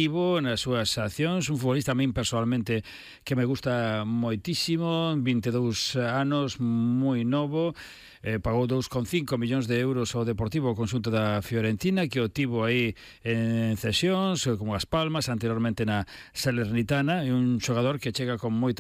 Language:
Galician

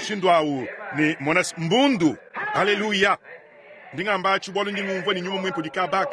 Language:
Luba-Lulua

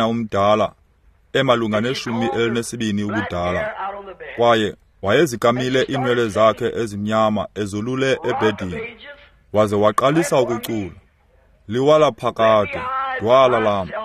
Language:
Xhosa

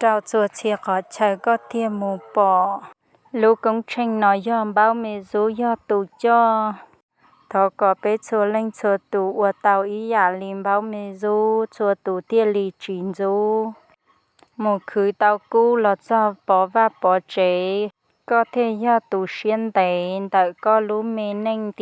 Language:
Hmong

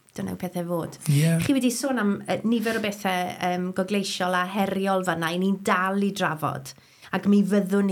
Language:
Welsh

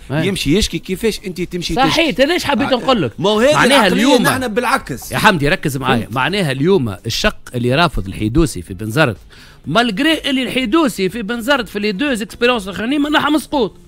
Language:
Tunisian Arabic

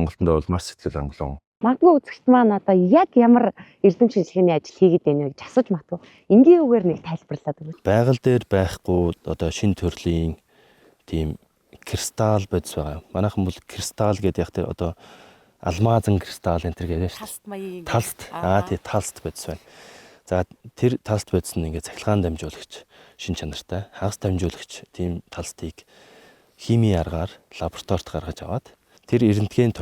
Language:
Mongolian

